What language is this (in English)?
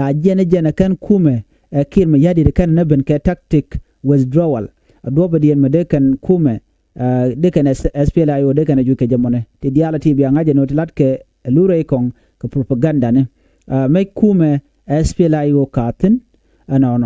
Nuer